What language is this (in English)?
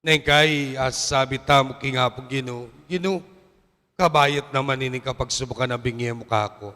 Pampanga